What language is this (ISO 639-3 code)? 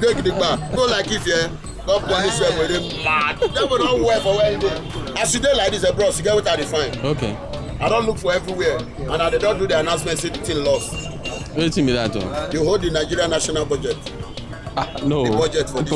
pcm